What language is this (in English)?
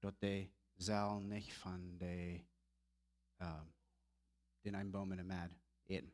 Plautdietsch